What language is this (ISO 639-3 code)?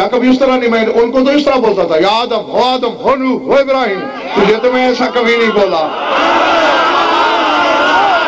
urd